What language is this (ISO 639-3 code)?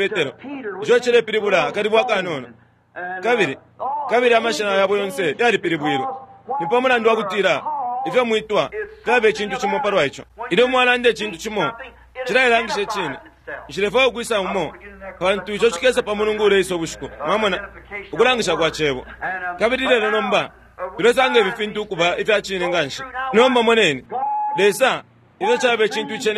bem